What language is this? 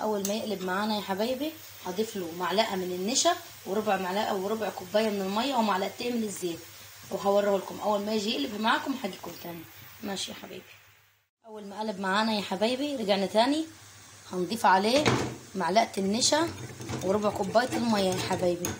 Egyptian Arabic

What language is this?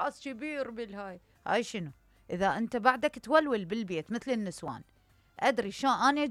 Mesopotamian Arabic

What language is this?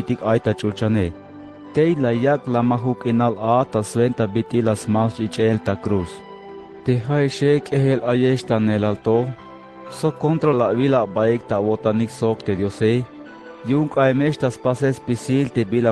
Tzeltal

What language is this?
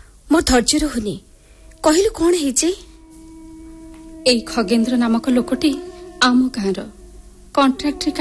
Odia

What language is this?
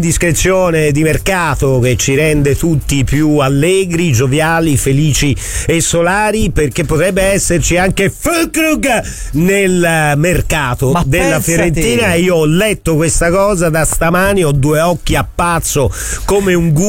Italian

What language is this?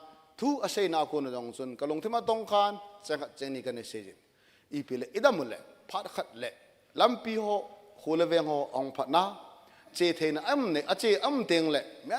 Thado Chin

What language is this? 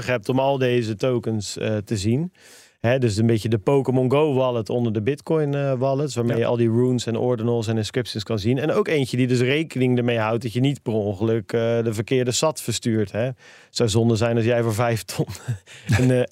Dutch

